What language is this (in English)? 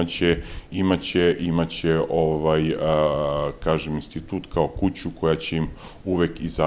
Serbian